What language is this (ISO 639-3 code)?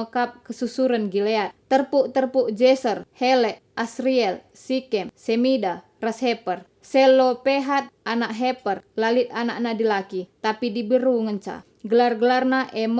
btx